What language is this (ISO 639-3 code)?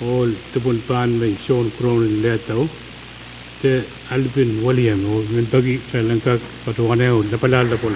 pon